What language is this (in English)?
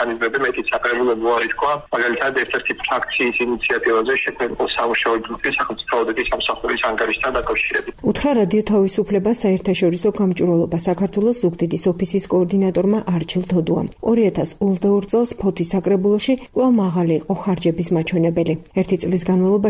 Georgian